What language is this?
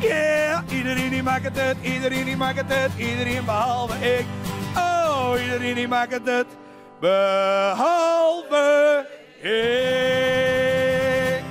Western Frisian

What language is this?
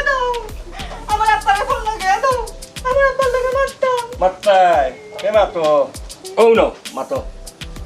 Sylheti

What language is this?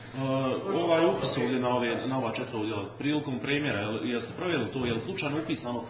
Bosnian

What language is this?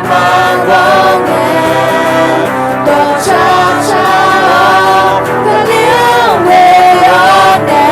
Akha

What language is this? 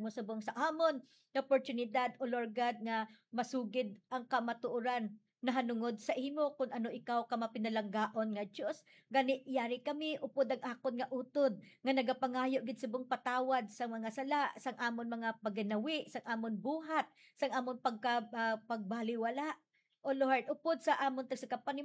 Hiligaynon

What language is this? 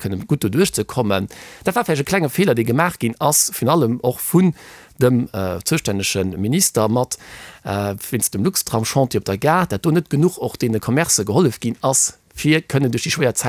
Luxembourgish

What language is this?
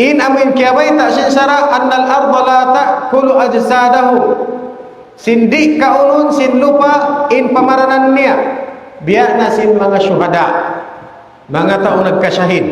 Tausug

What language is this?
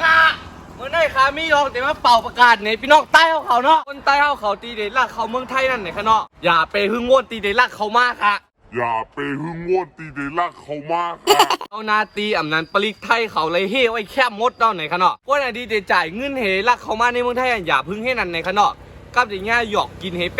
Shan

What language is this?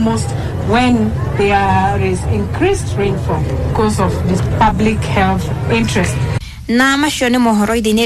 Kikuyu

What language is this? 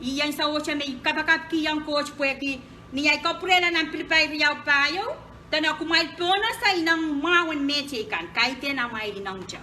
Pohnpeian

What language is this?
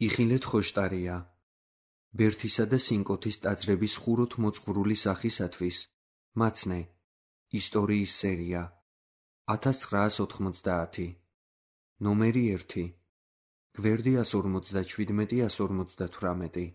Georgian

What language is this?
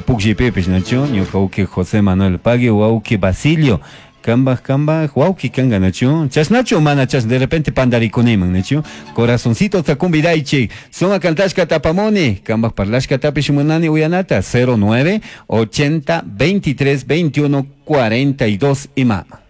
Chimborazo Highland Quichua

